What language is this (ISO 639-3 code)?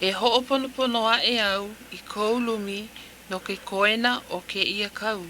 haw